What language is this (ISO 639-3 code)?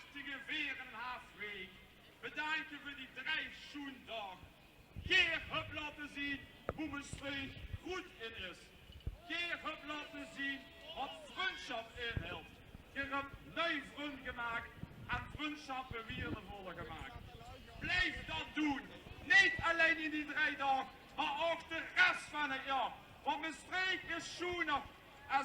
lim